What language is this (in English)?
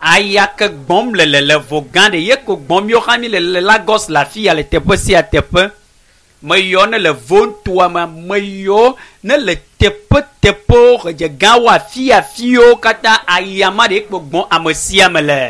Ewe